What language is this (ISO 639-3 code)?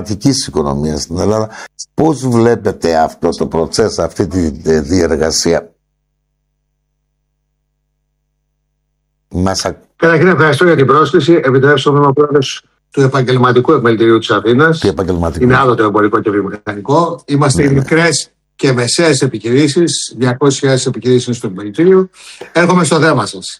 ell